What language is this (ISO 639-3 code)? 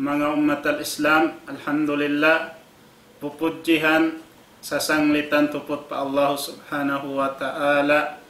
tsg